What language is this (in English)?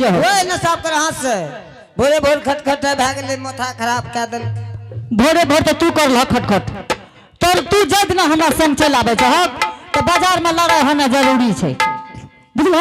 Angika